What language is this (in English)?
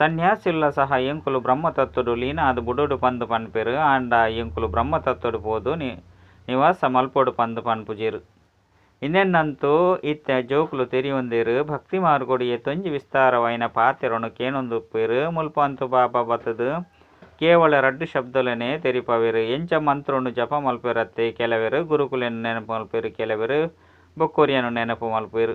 Tulu